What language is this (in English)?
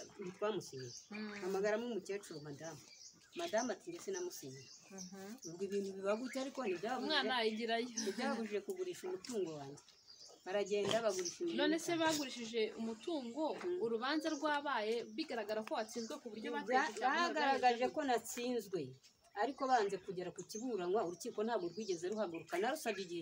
Kinyarwanda